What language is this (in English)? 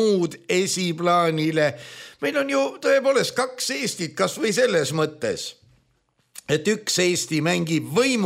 Estonian